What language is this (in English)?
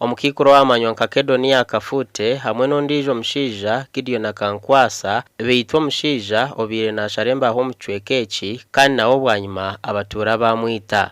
Nyankole